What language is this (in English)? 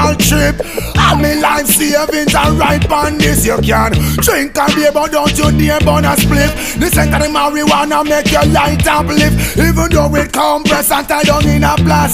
Jamaican Creole English